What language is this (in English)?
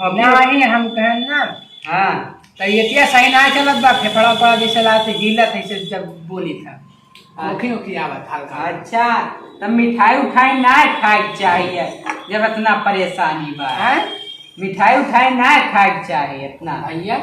Awadhi